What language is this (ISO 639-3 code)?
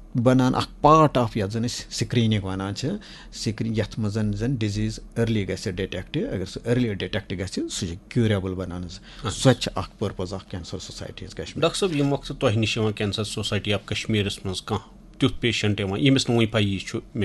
kas